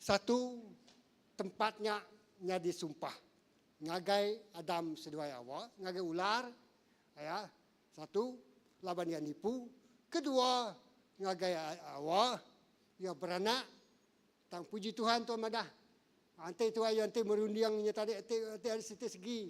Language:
Iban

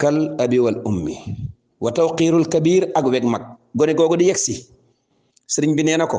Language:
Wolof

